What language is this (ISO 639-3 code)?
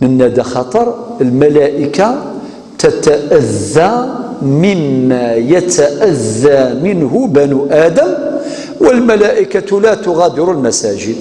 kab